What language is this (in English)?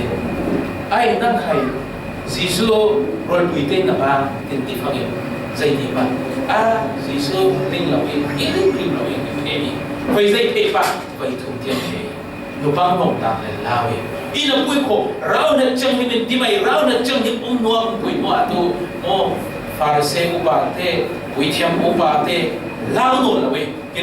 Falam Chin